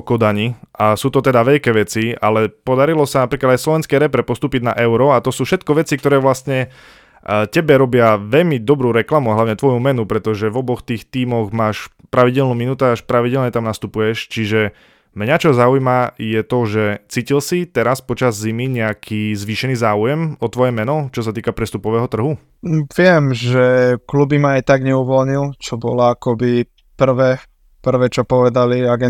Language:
Slovak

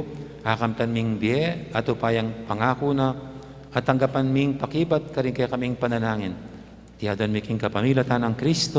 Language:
Pampanga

